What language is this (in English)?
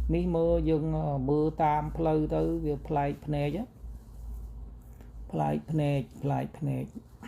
Khmer